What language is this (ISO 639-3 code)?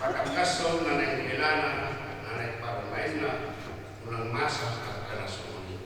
bbc